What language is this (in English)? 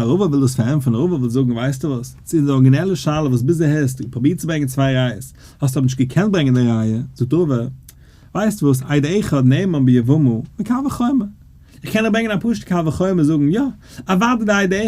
Yiddish